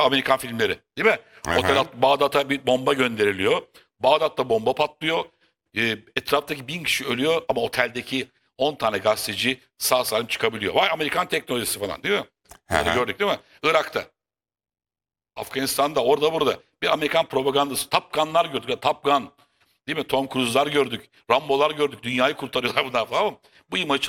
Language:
Turkish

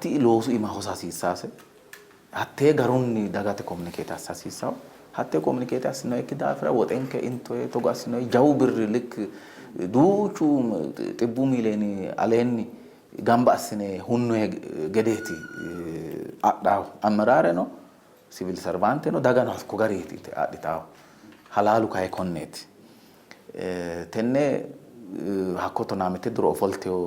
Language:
Sidamo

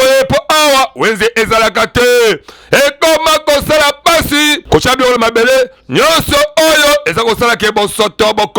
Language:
Lingala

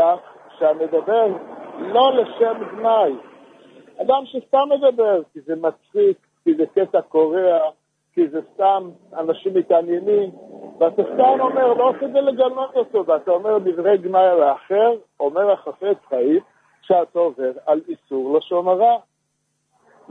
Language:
Hebrew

